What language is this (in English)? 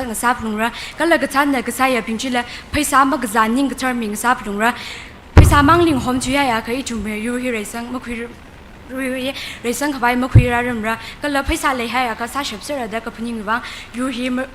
Tangkhul Naga (India)